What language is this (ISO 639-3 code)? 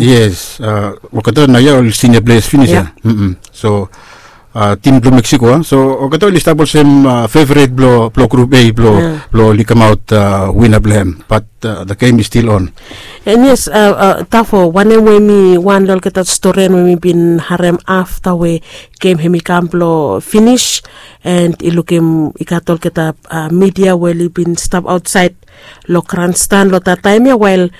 bis